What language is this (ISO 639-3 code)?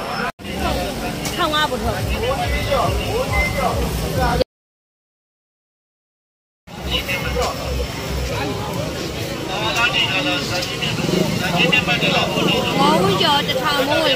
mya